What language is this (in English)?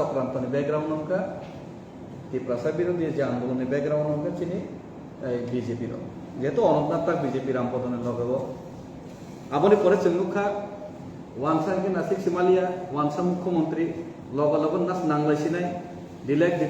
Kok Borok